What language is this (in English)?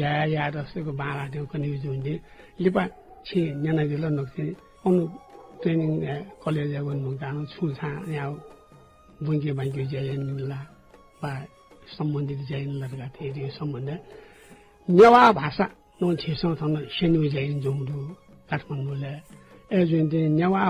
Newari